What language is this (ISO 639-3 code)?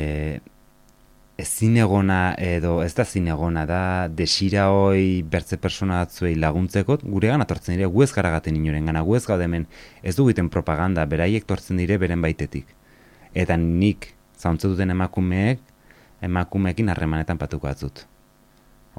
eus